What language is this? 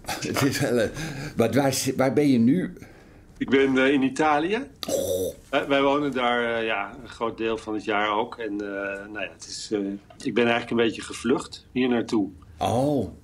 Dutch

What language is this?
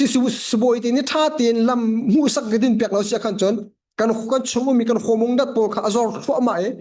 Hakha Chin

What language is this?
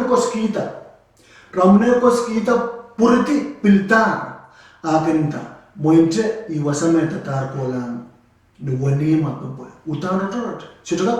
Pohnpeian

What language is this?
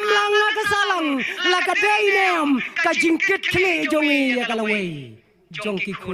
Khasi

